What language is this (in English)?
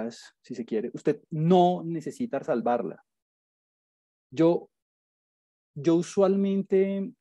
Spanish